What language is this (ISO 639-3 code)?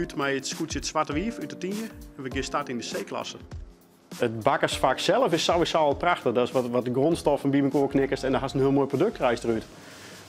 fry